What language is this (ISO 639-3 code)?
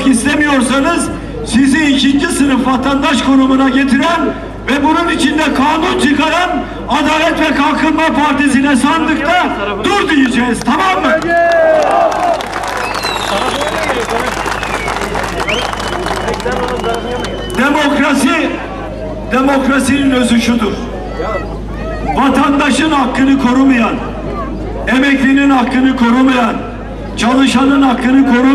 tur